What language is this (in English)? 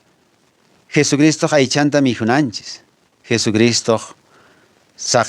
Quechua